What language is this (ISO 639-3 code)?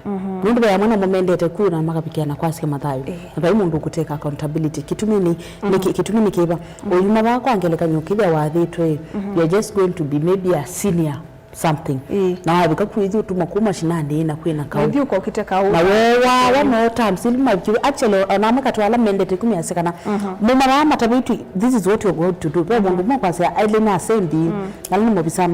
kam